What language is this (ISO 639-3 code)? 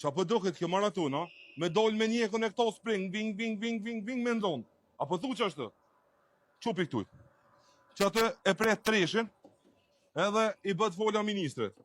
sqi